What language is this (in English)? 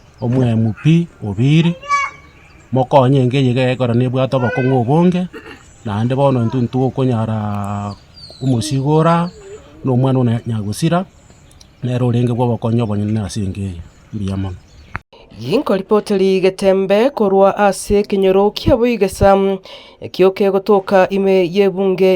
Gusii